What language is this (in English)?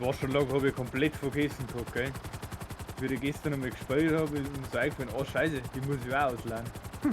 Bavarian